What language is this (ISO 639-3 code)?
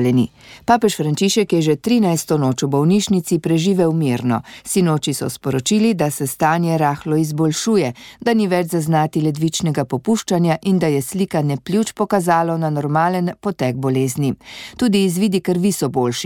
slv